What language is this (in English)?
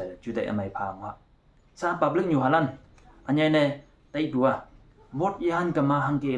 Konyak Naga